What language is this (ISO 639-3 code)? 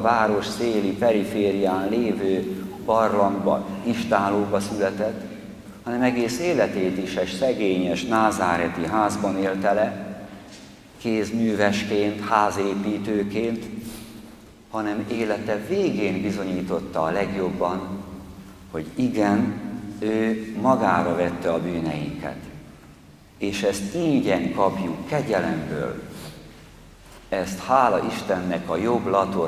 hun